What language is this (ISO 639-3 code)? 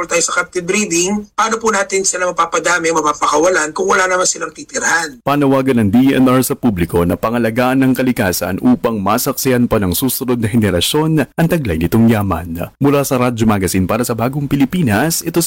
fil